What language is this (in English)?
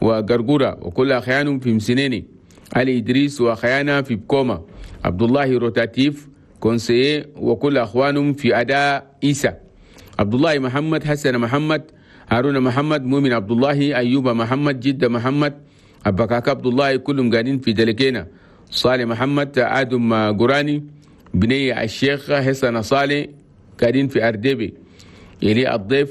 Chadian Arabic